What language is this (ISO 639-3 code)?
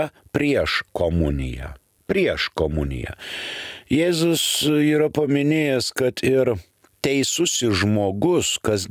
lit